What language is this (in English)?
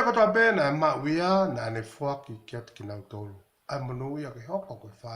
Tongan